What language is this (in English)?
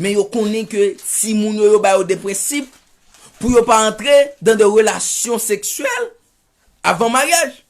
Haitian Creole